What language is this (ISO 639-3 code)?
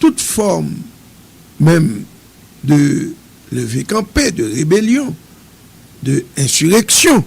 hat